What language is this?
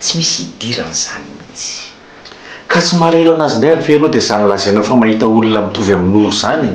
Malagasy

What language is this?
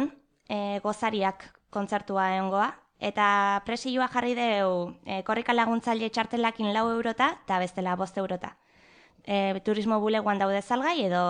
Basque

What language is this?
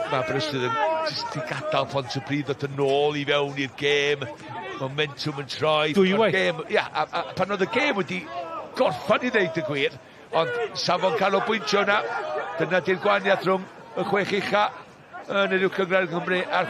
Welsh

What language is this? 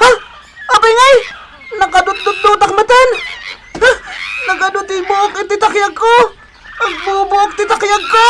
Iloko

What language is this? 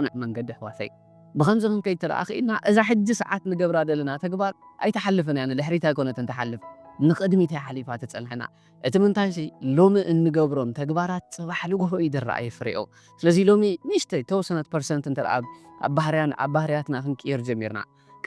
Tigrinya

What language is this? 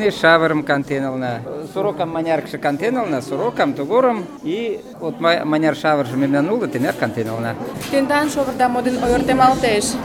Mari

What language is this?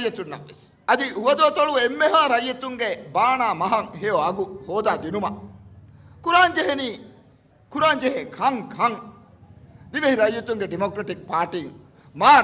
Divehi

